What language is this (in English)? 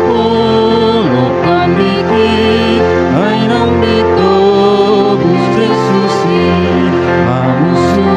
Batak Toba